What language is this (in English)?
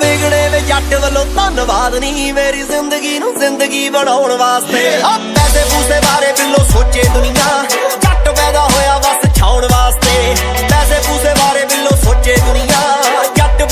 Punjabi